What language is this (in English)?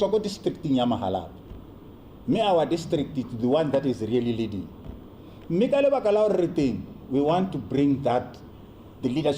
Tswana